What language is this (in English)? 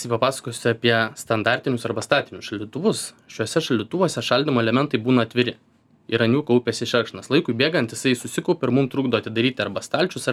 Lithuanian